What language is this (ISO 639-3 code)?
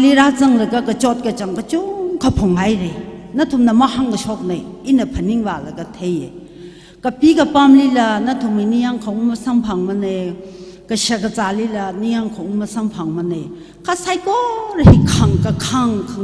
nmf